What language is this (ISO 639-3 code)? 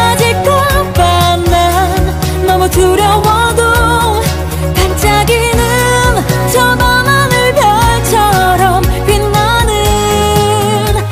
kor